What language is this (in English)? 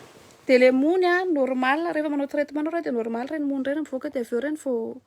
Malagasy